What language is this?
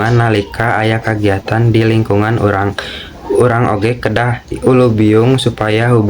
Sundanese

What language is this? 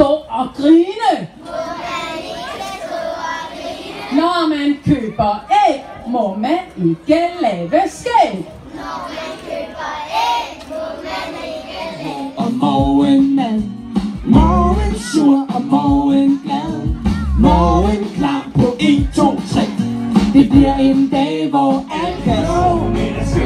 Danish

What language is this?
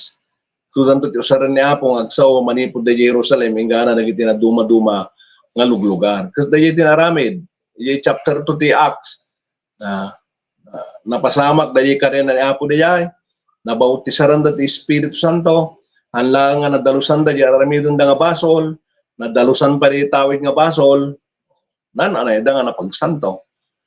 Iloko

